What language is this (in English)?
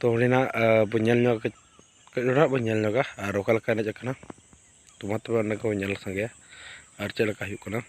Santali